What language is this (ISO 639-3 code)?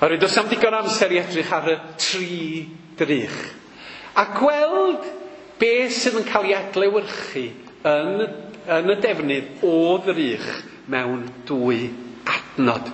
cym